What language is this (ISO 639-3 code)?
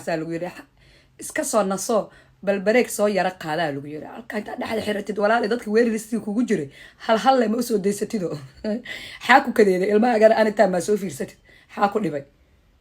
som